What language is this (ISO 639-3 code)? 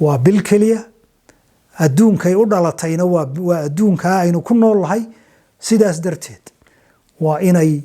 som